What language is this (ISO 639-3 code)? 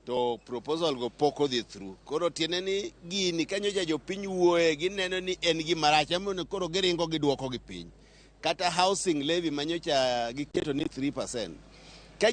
luo